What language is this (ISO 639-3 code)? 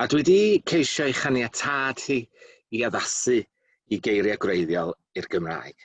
cym